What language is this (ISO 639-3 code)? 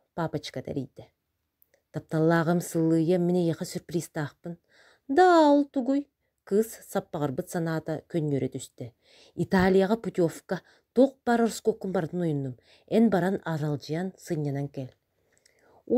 sah